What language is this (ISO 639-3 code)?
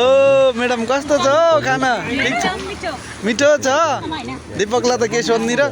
nep